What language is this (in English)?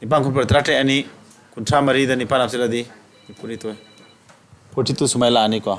Manipuri